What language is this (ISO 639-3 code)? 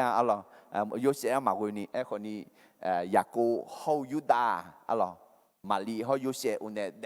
ahk